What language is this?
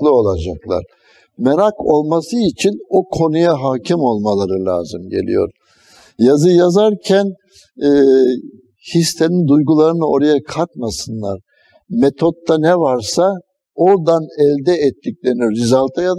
Turkish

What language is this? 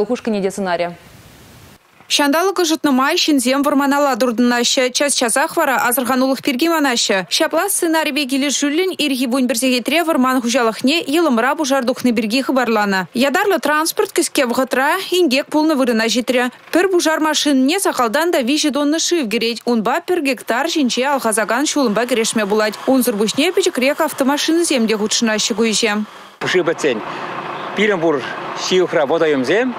Chuvash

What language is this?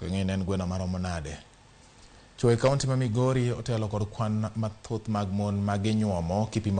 Luo (Kenya and Tanzania)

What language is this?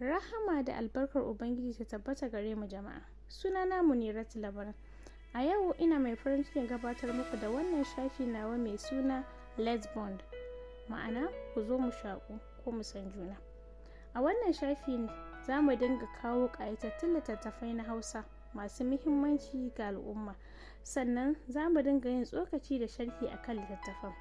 Hausa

